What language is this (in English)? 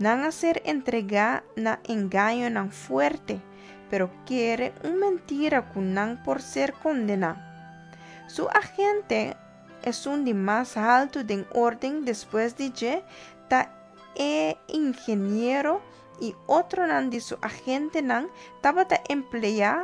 Papiamento